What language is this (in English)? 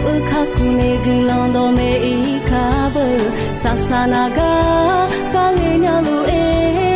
Akha